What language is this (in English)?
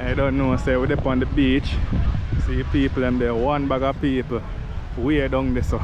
Jamaican Creole English